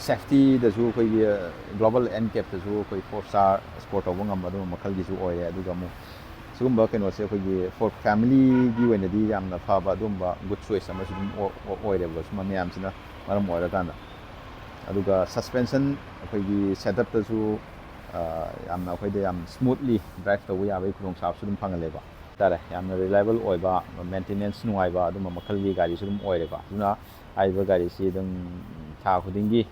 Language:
Manipuri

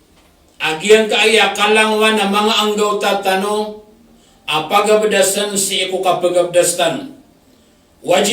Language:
Maranao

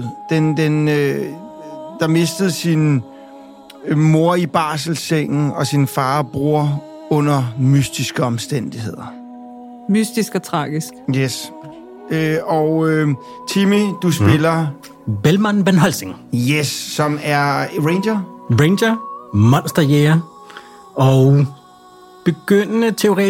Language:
Danish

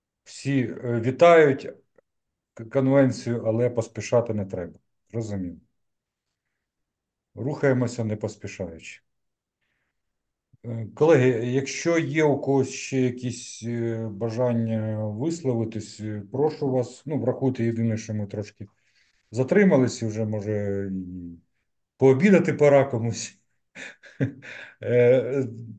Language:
Ukrainian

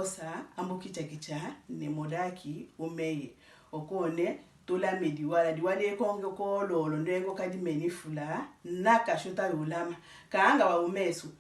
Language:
Tetela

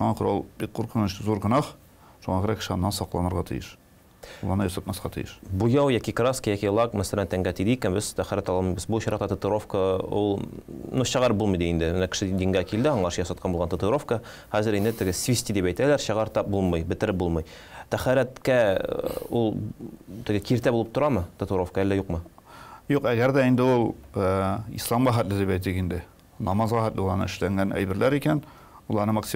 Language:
Tatar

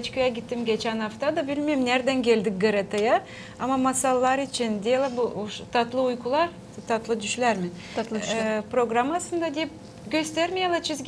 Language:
Gagauz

